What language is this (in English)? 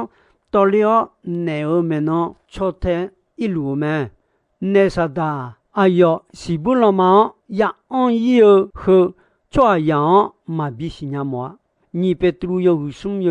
Akha